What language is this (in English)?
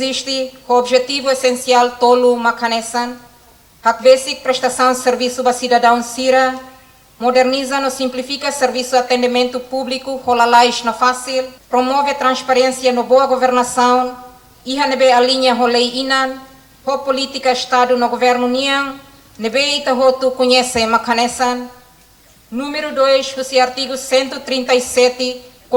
Tetum